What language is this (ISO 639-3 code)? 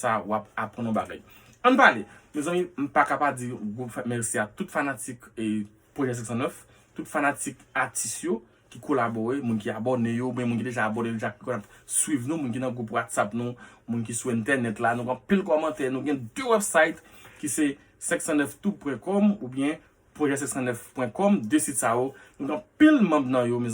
hat